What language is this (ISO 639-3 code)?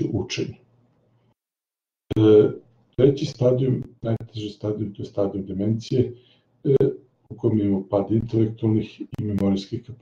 srp